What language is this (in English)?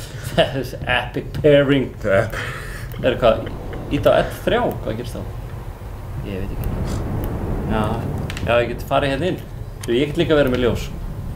Icelandic